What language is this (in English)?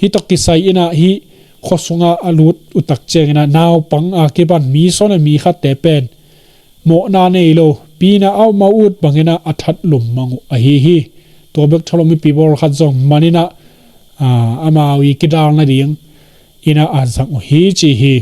Tedim Chin